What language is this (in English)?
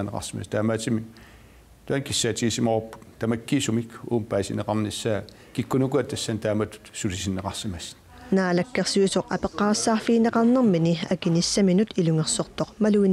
Kalaallisut